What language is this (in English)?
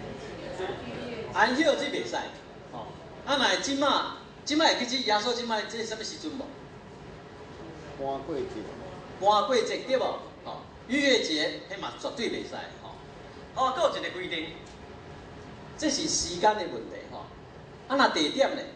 Min Nan Chinese